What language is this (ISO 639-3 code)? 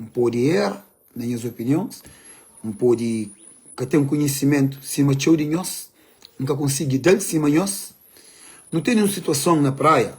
kea